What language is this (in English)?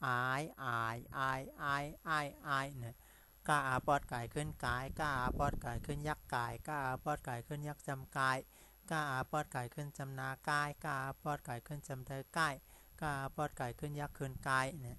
Shan